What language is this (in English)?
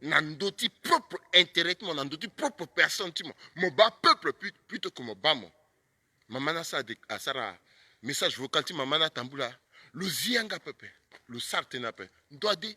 Sango